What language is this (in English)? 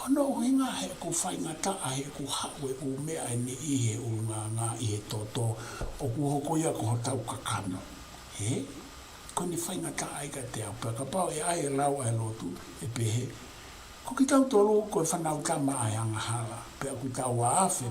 Tongan